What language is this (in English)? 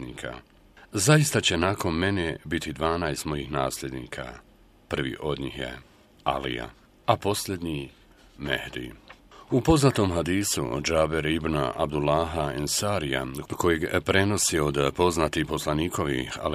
Bosnian